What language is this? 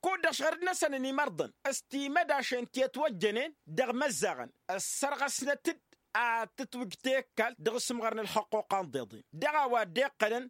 Tamasheq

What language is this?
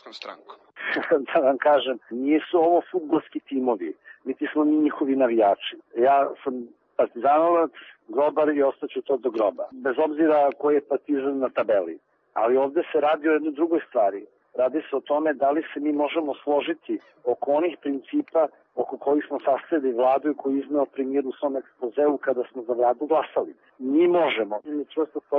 Serbian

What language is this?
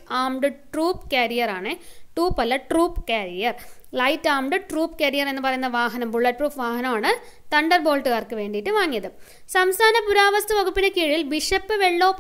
Malayalam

